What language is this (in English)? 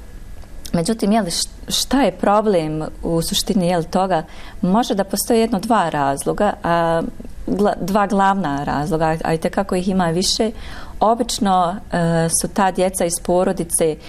Bosnian